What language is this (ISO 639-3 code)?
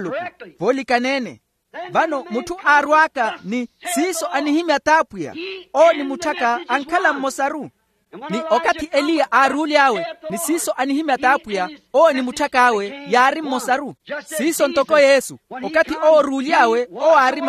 vmw